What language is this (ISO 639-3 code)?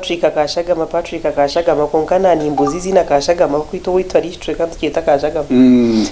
nyn